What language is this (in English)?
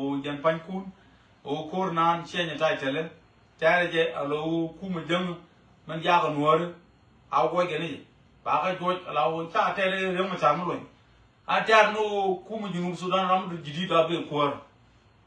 Nuer